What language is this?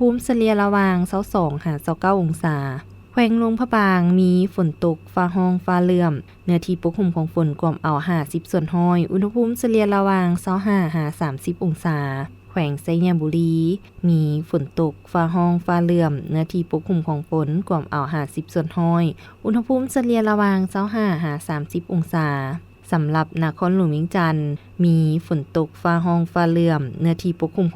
Lao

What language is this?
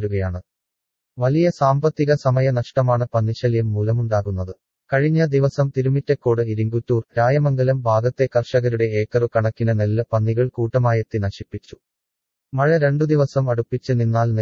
Malayalam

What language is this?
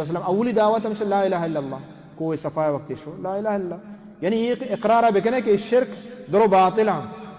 Baluchi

